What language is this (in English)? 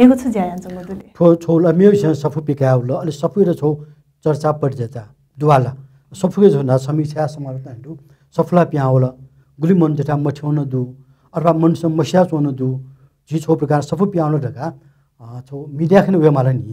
Newari